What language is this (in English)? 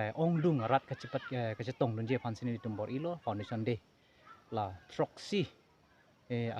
Karbi